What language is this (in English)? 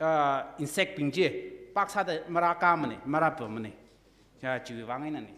Tangkhul Naga (India)